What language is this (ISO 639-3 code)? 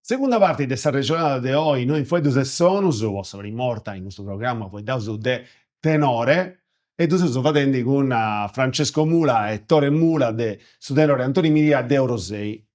srd